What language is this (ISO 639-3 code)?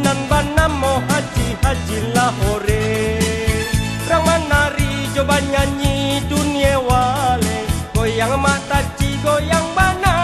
min